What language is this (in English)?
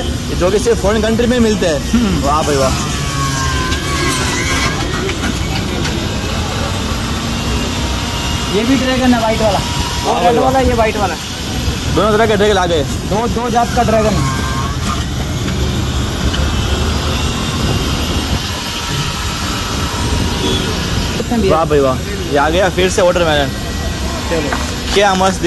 Hindi